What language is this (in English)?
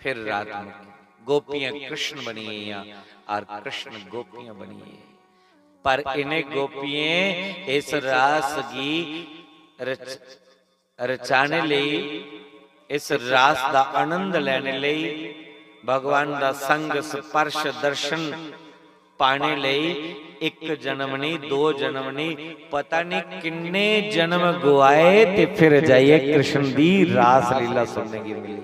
Dogri